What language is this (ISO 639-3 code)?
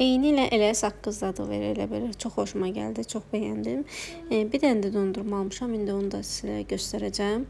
aze